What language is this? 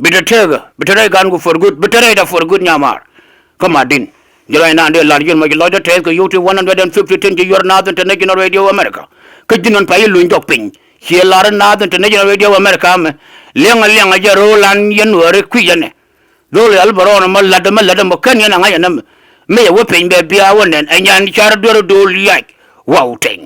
Nuer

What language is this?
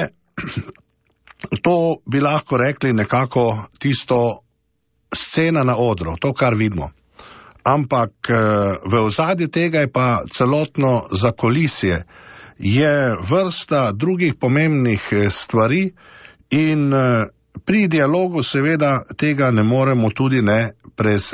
Slovenian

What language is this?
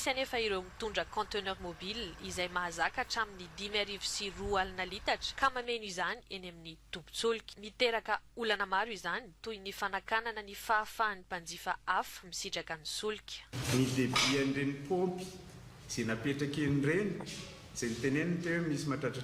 Malagasy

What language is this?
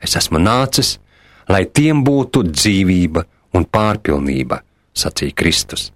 Latvian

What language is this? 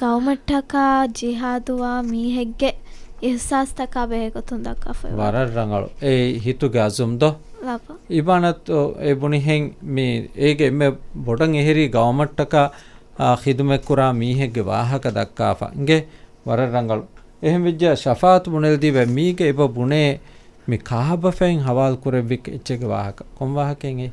Divehi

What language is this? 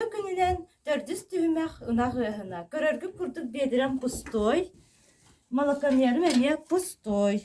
Yakut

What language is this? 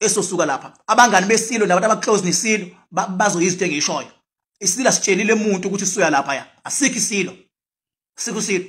Zulu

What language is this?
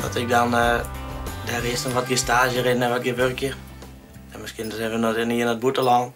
Western Frisian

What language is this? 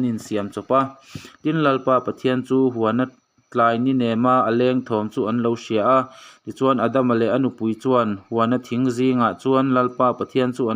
Mizo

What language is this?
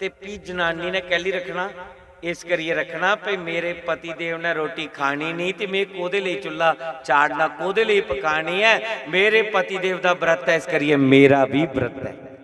Dogri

